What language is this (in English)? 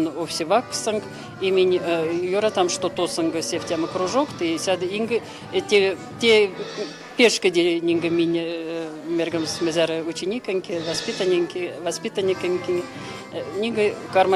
Erzya